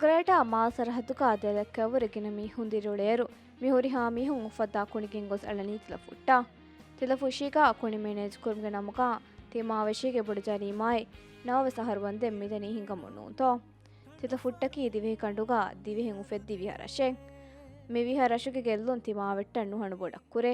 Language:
Divehi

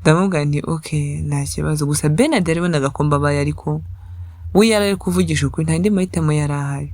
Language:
Kinyarwanda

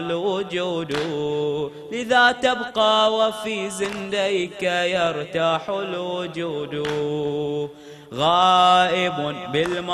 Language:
Arabic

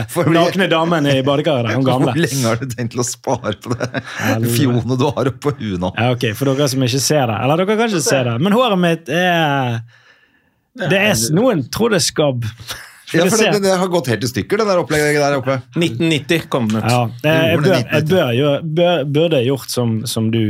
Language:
Norwegian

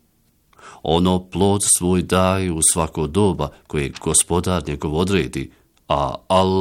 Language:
Bosnian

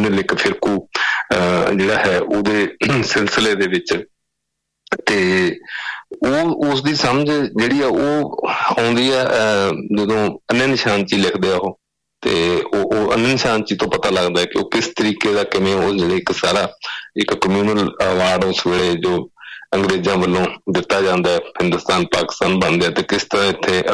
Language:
Punjabi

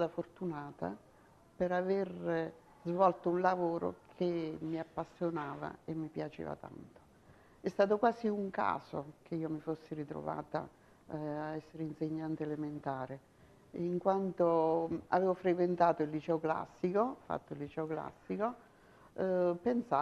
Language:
Italian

